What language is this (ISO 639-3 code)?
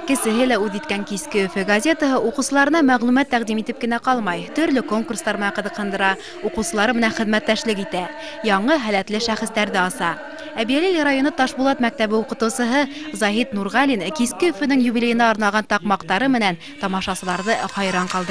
bak